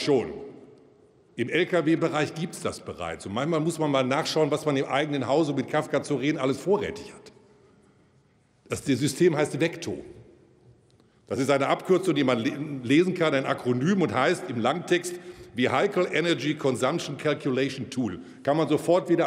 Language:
German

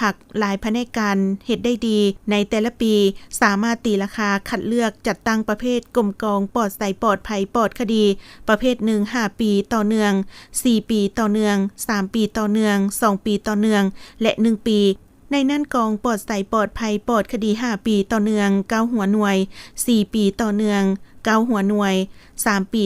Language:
Lao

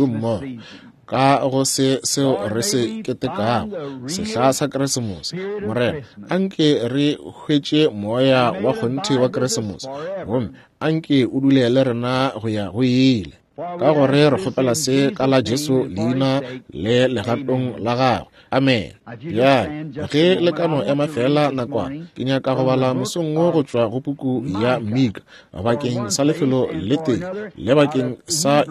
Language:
Northern Sotho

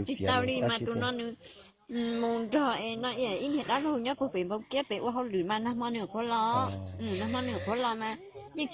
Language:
Hmong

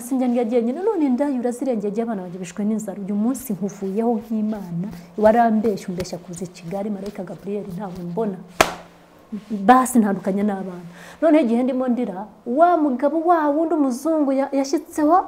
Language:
Kinyarwanda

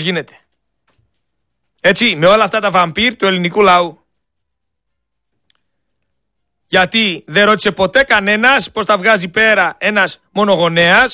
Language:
Greek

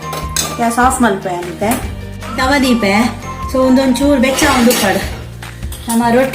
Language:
Tulu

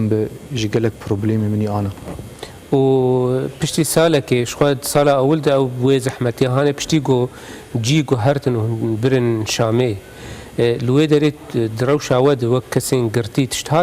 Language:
Kurdish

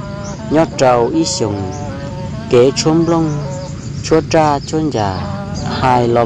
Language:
Hmong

